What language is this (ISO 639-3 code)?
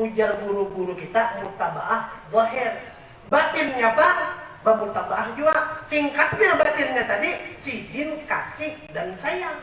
bjn